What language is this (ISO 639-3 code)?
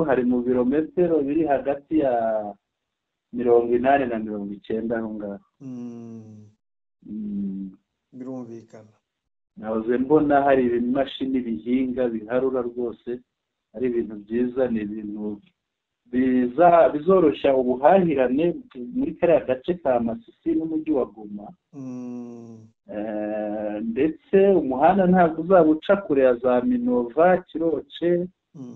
kin